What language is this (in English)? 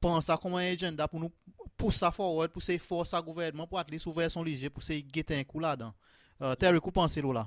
Seselwa Creole French